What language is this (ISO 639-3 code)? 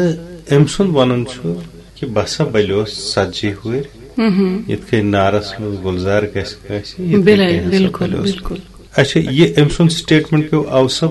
kas